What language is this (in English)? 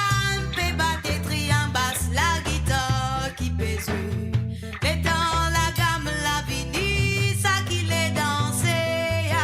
Morisyen